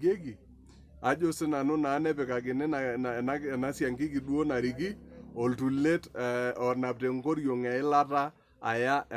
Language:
Masai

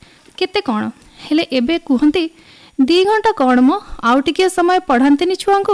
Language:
Odia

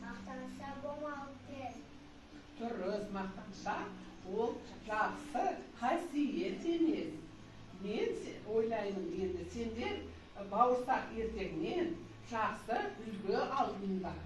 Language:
Kazakh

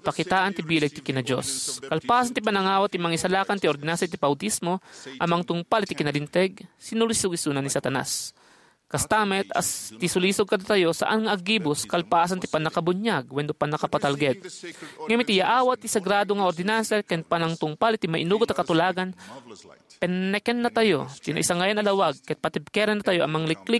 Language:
Iloko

